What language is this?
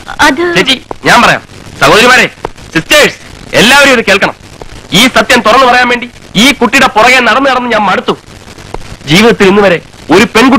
Malayalam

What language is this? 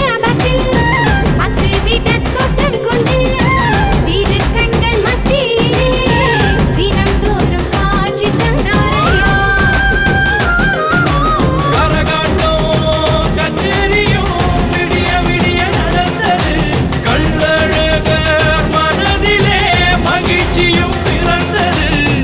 Tamil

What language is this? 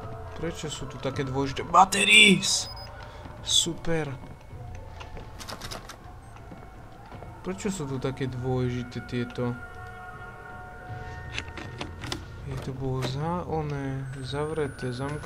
Slovak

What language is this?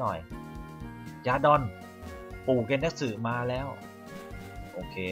Thai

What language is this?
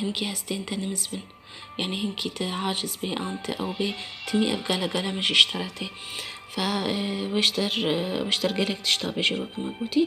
Kurdish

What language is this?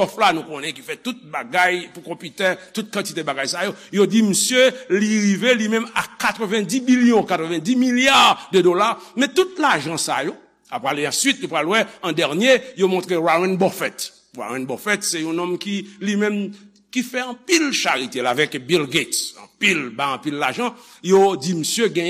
Haitian Creole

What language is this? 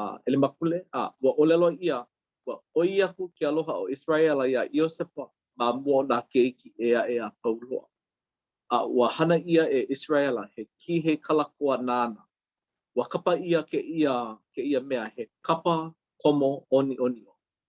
Hawaiian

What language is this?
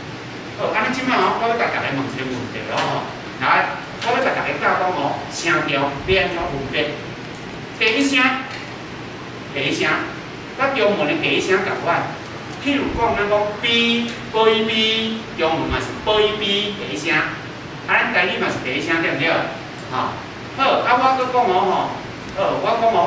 Min Nan Chinese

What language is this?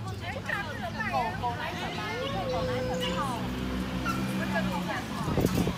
Chinese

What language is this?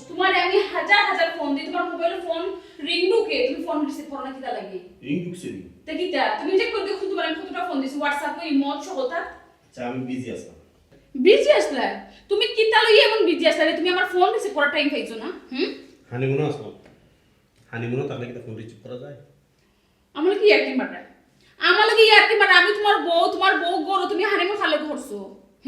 Sylheti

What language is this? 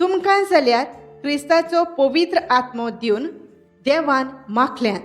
Konkani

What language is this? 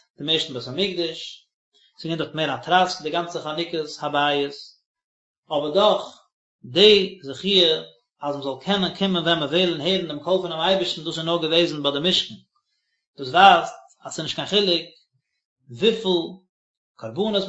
Yiddish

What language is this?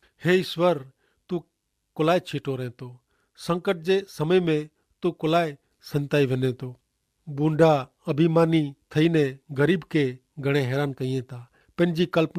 Kachhi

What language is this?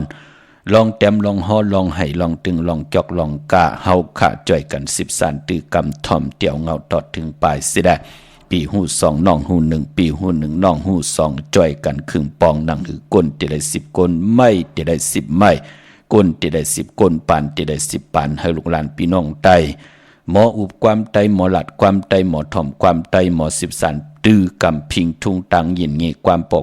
Shan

